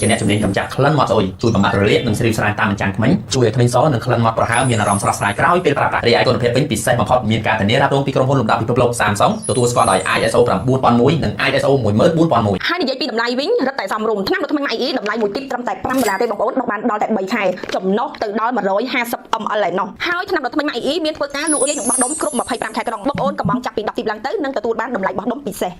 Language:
Khmer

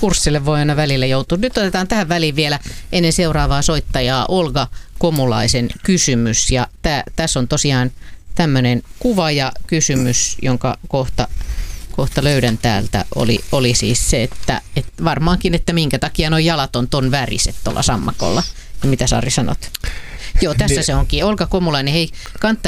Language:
Finnish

